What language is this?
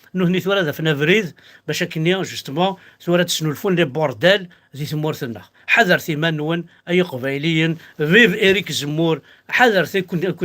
Kabyle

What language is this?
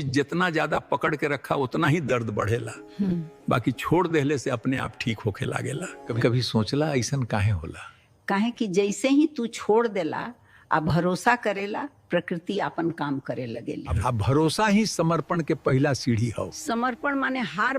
Bhojpuri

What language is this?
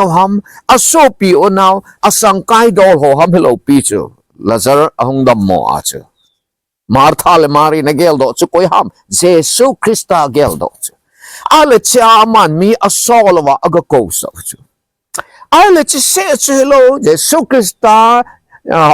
Thado Chin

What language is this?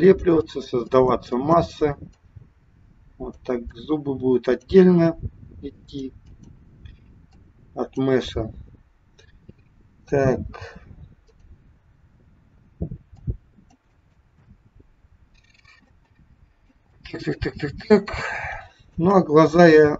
Russian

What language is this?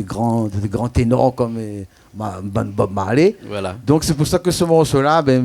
Réunion Creole French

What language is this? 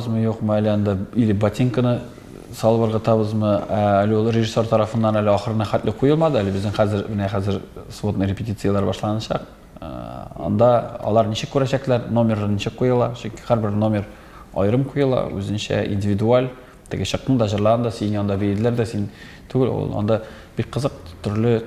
Tatar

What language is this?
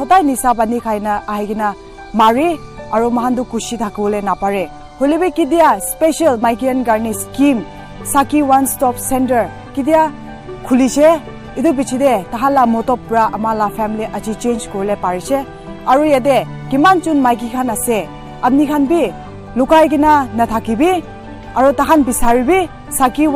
Naga Pidgin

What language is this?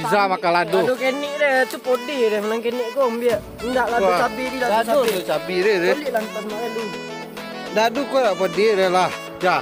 Minangkabau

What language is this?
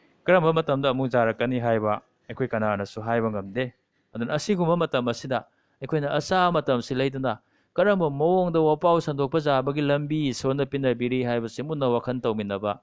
Manipuri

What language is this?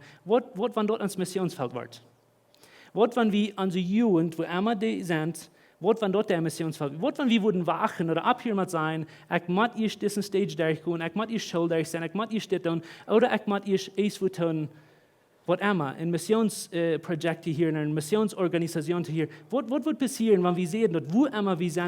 Plautdietsch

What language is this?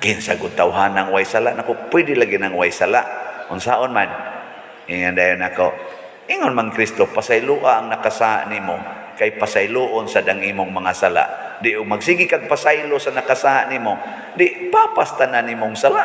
Cebuano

